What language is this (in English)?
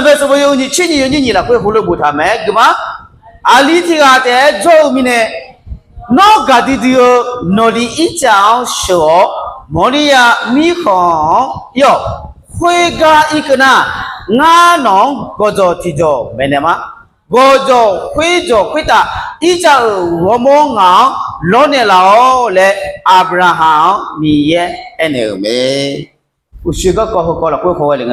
Akha